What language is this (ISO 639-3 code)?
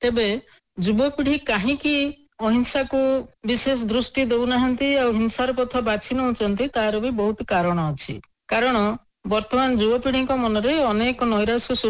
ori